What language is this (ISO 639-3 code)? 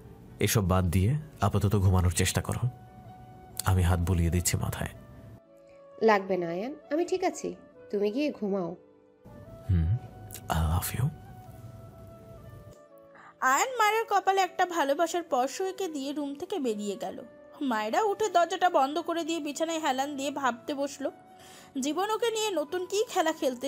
ben